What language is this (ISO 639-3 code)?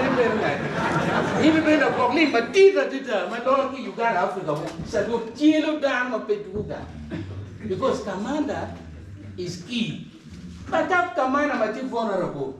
ach